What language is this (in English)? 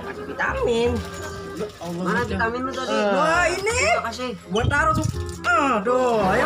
Betawi